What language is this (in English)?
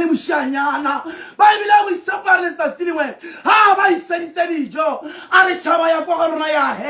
Tswana